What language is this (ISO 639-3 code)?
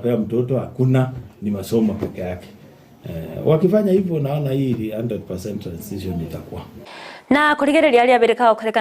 guz